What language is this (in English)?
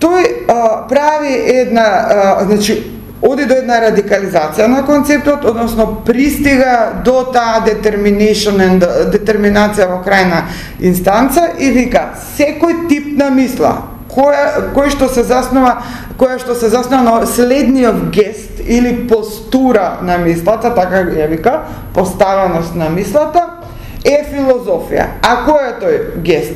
Macedonian